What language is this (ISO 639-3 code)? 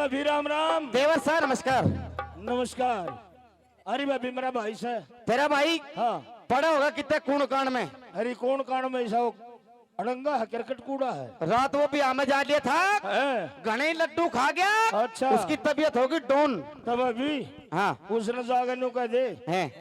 bgc